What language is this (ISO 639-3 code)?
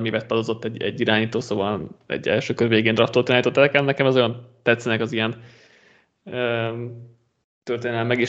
hun